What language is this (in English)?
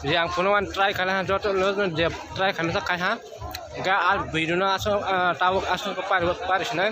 Kok Borok